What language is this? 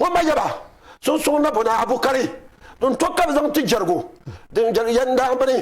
Dagbani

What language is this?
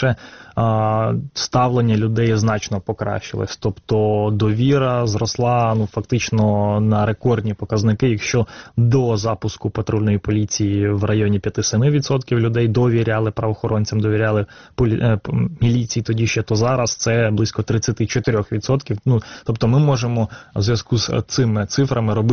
Ukrainian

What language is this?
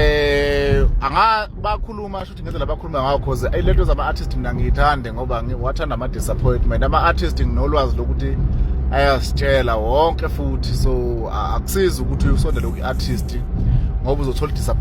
Zulu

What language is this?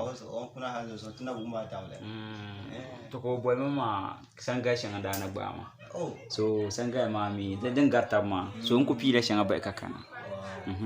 Dagbani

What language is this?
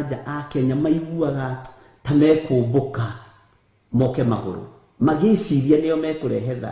Kikuyu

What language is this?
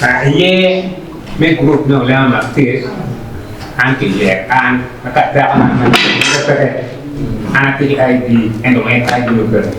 Acoli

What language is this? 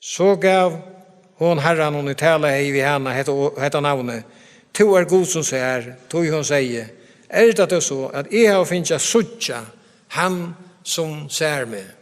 Faroese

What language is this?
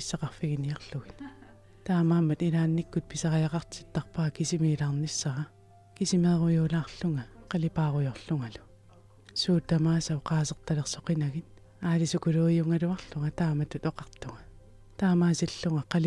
Kalaallisut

